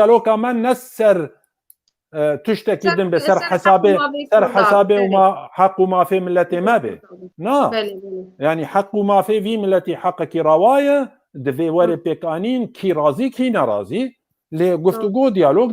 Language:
Kurdish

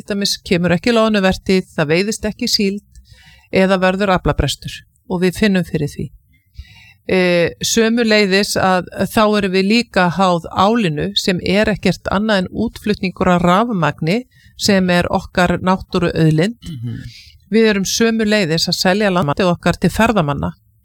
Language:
Icelandic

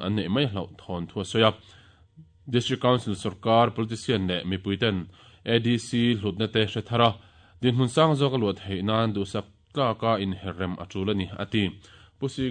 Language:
Mizo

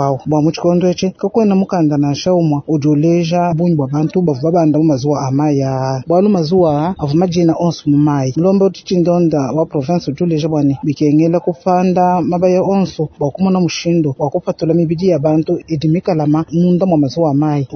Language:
Luba-Lulua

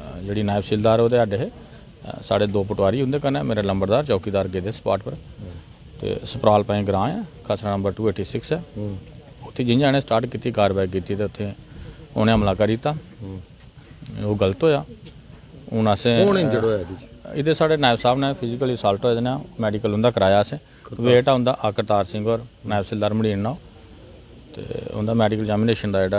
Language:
Dogri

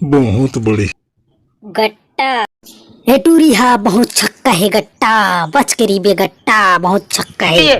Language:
Chhattisgarhi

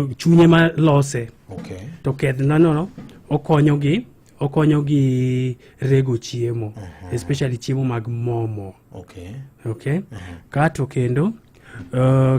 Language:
Luo (Kenya and Tanzania)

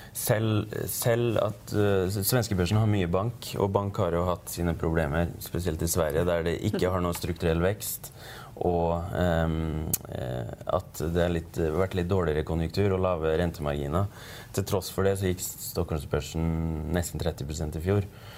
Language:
Norwegian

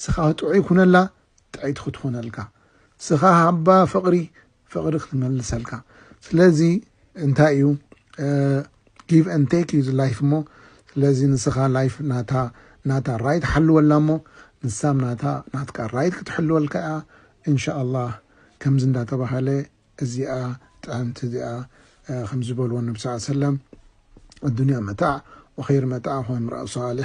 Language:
Tigrinya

